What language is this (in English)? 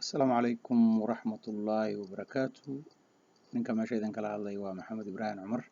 Somali